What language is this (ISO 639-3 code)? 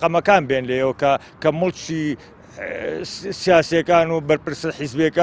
ckb